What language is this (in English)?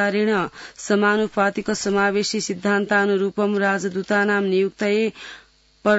Sanskrit